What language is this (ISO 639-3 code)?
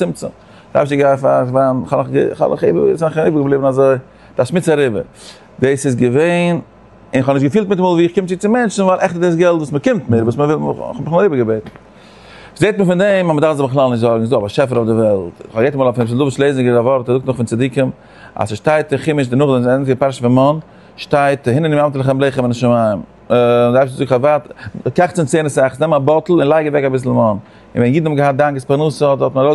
yid